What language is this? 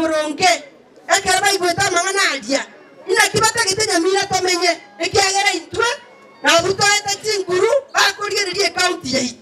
Gusii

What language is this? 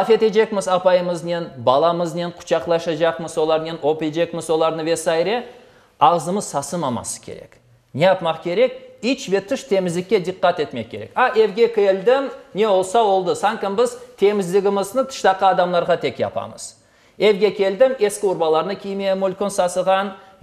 Crimean Tatar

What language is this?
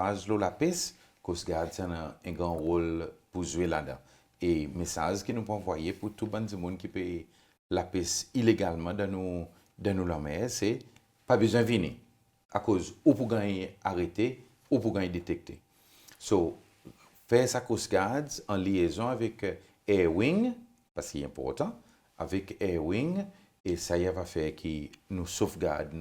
Seselwa Creole French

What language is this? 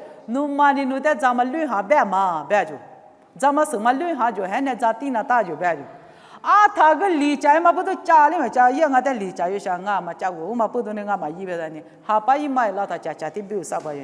Lisu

